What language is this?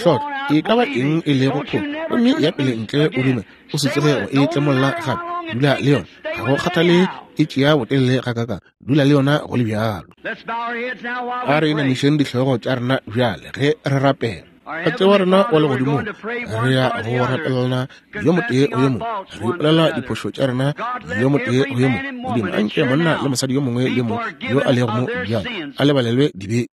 Northern Sotho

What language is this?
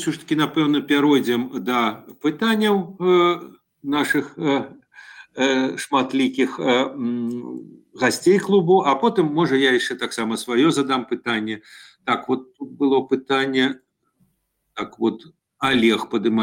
Belarusian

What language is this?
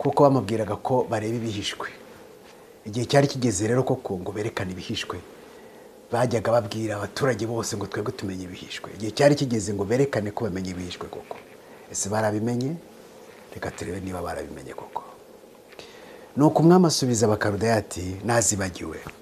Kinyarwanda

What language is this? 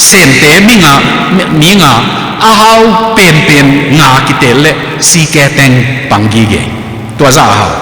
Tedim Chin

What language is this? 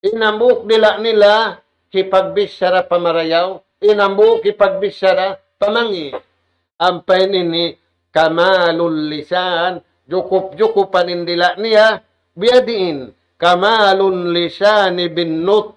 Tausug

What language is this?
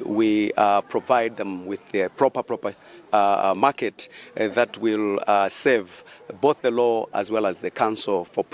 English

